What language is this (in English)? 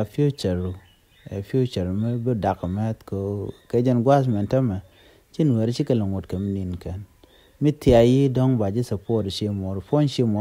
Nuer